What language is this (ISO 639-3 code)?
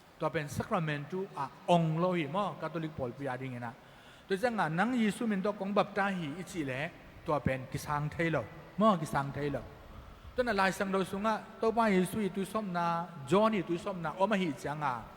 ctd